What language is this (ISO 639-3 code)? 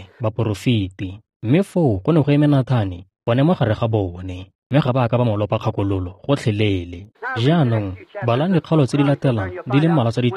tsn